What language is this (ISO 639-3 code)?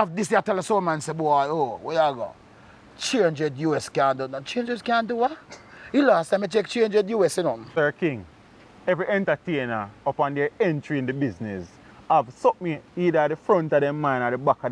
jam